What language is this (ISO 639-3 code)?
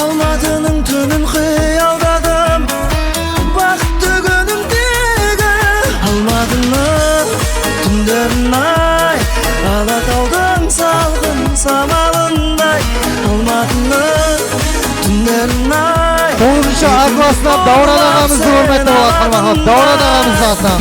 kaa